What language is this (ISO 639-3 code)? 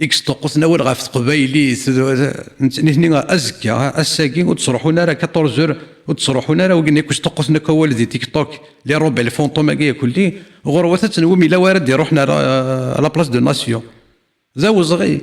kab